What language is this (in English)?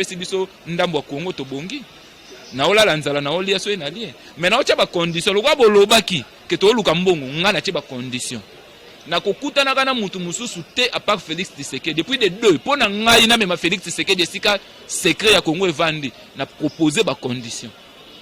Lingala